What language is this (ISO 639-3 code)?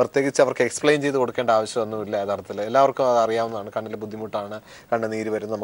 mal